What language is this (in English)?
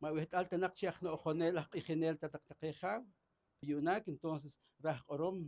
Poqomchi'